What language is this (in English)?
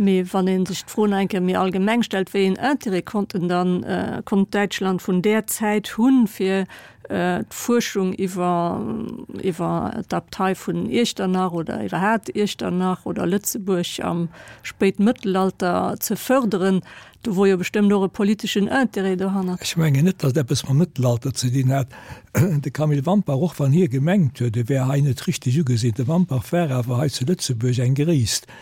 Luxembourgish